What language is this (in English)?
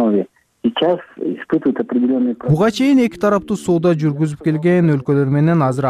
Kyrgyz